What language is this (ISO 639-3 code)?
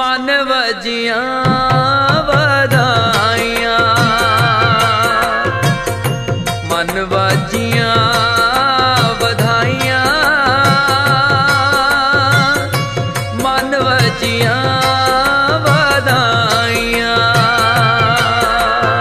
pan